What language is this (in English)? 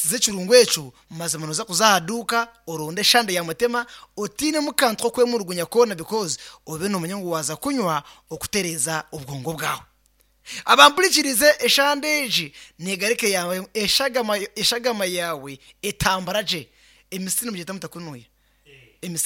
Nyankole